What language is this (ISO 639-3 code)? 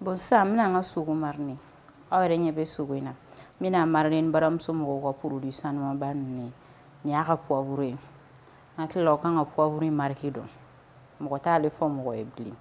bam